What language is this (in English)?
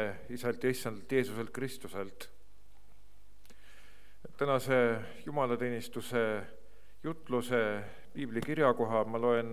Estonian